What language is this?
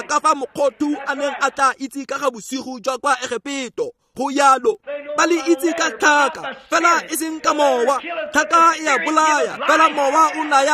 Tswana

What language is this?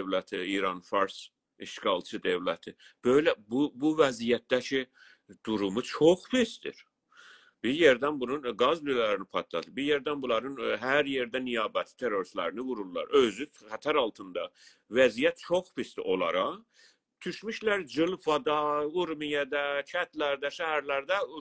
South Azerbaijani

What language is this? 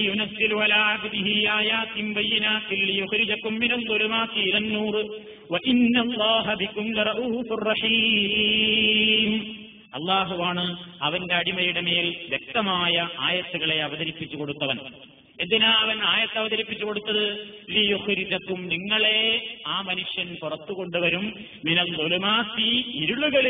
Malayalam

